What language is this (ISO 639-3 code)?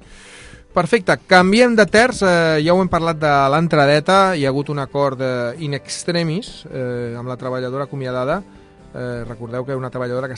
cat